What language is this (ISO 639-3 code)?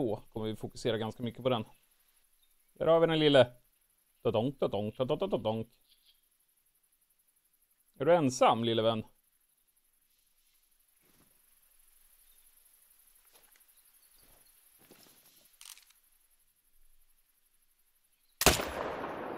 swe